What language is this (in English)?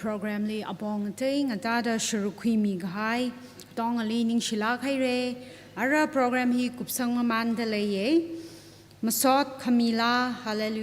Tangkhul Naga (India)